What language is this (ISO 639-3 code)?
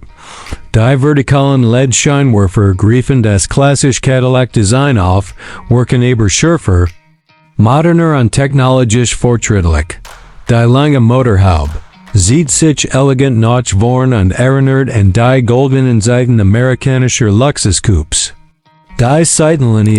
gsw